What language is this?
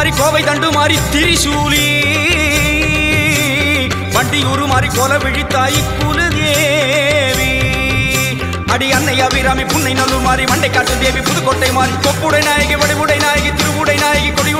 Tamil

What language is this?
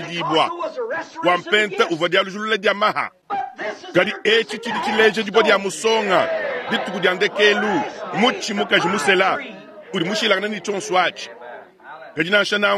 Luba-Lulua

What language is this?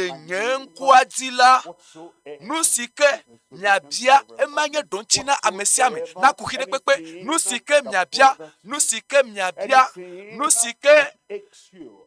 Ewe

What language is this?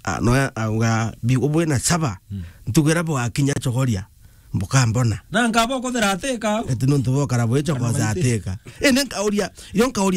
Meru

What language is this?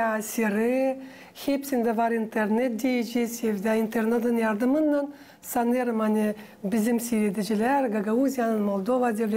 Gagauz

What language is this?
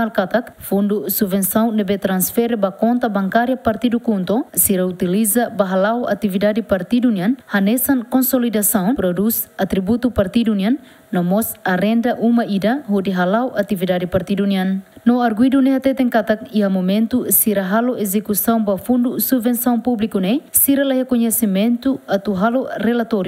Tetum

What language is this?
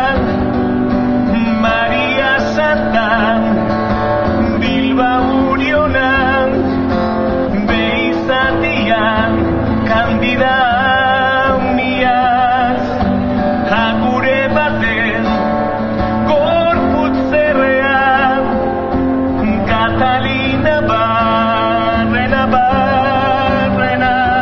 Basque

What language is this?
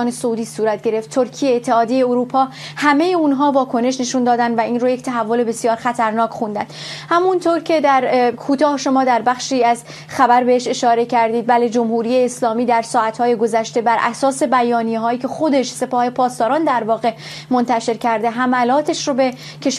Persian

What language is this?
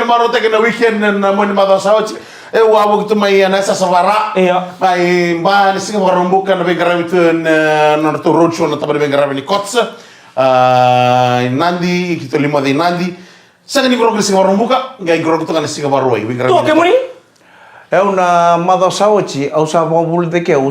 Fijian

